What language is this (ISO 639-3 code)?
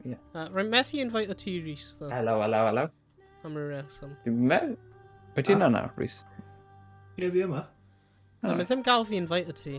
cym